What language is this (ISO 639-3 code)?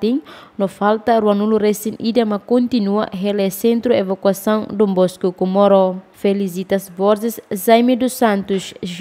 tet